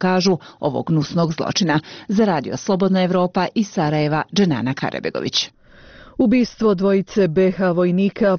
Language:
Bosnian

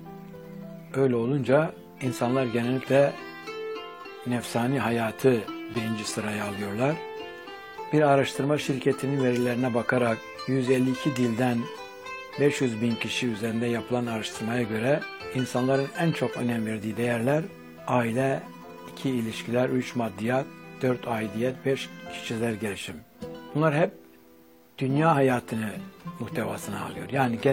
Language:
Turkish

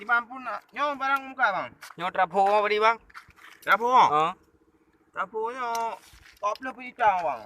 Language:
Achinese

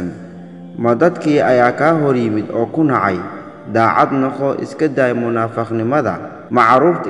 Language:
Somali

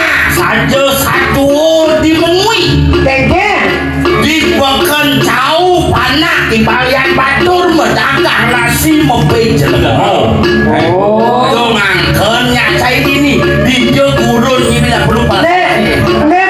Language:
Balinese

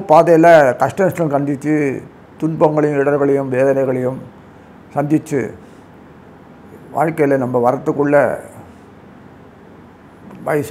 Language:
Tamil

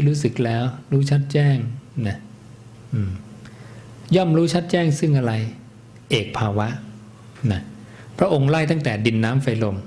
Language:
Thai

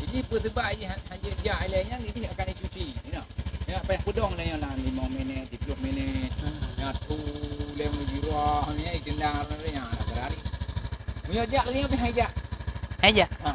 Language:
Achinese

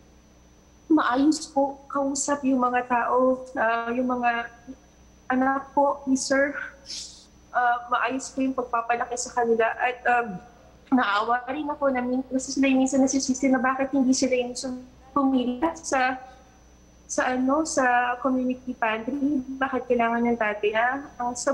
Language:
Filipino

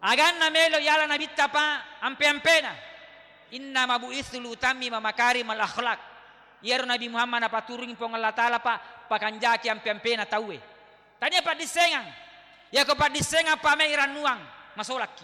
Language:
Buginese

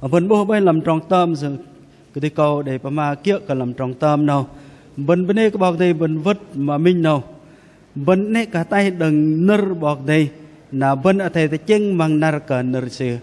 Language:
Bahnar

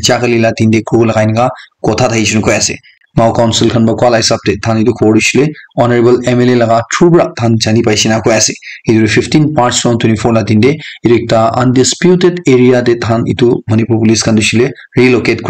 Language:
Naga Pidgin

